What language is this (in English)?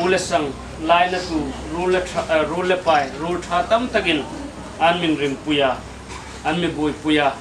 Hmar